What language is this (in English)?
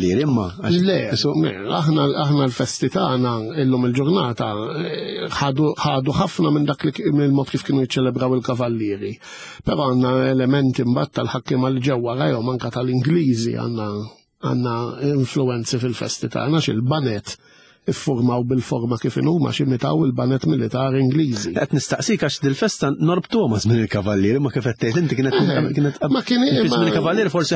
Maltese